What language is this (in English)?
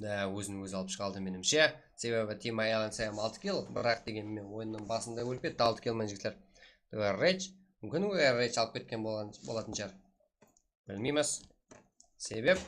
Kara-Kalpak